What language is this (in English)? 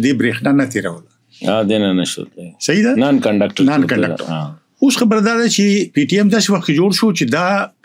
Pashto